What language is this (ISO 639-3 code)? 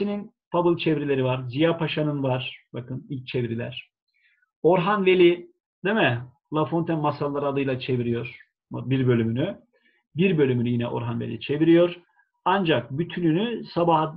tur